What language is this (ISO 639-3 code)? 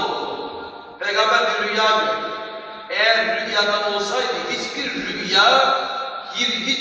tur